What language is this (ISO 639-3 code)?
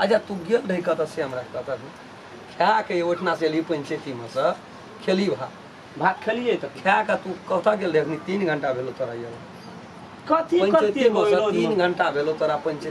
mai